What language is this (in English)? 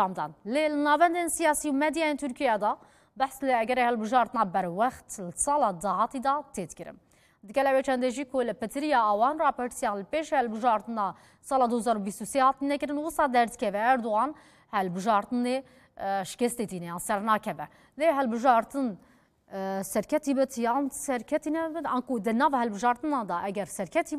Kurdish